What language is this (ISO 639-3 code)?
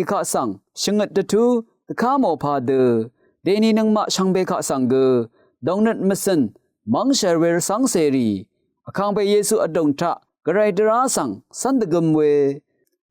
raw